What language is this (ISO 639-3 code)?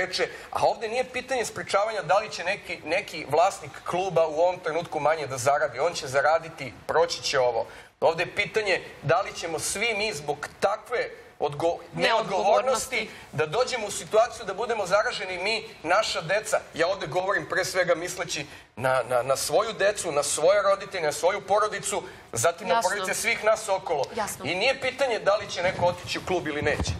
srp